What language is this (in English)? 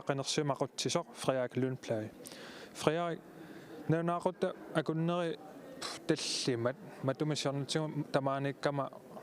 Kalaallisut